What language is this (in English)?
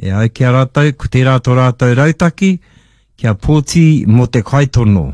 Māori